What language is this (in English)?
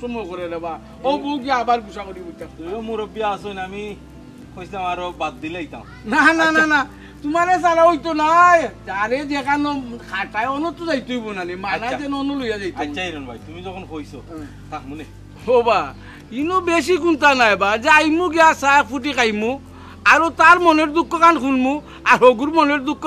Sylheti